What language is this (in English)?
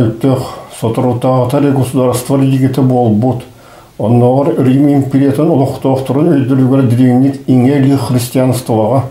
Yakut